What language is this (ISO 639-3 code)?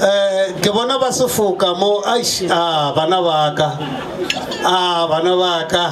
nso